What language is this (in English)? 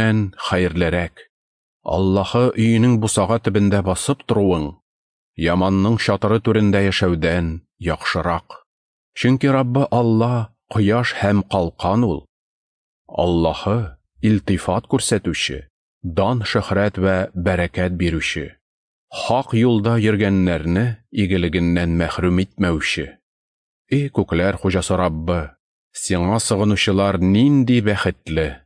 Tatar